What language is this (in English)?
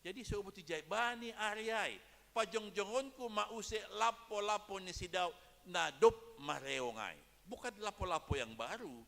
Batak Simalungun